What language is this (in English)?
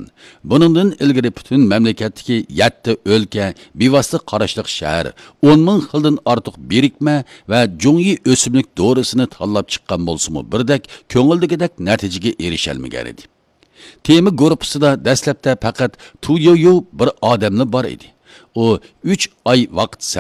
Uyghur